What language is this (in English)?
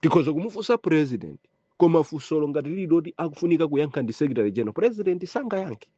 Nyanja